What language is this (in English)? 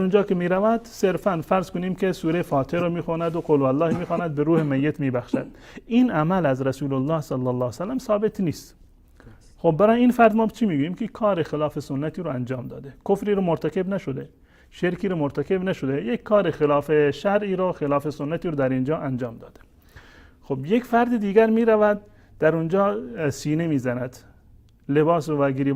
Persian